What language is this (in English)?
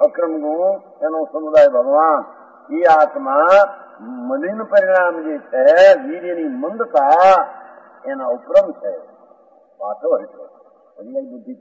Gujarati